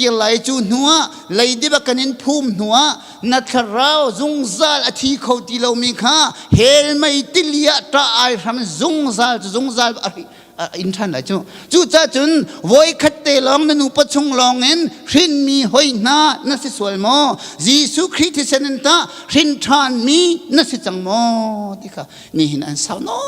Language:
Hakha Chin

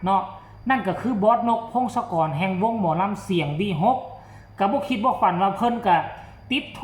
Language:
Northeastern Thai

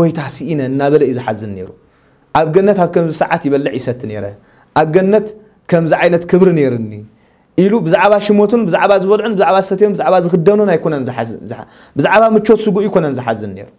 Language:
Tigrinya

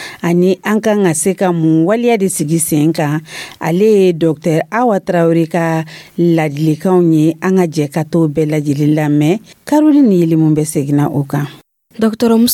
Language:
Dyula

